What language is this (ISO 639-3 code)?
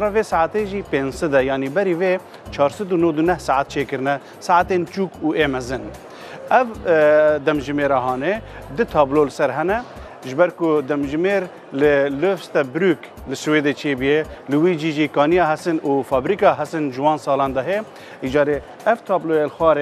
kur